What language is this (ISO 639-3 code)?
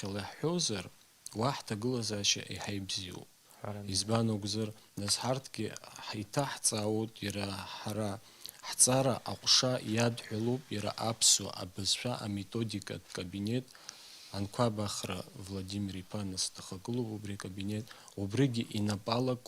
abk